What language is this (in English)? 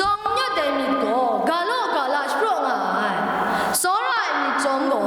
Kachin